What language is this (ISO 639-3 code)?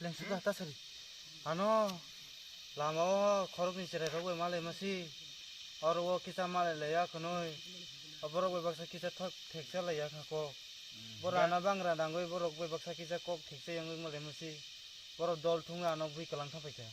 trp